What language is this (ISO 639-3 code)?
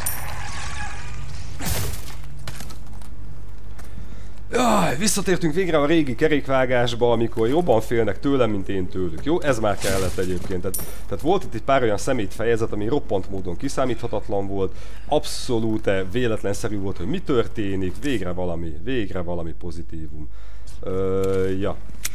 hun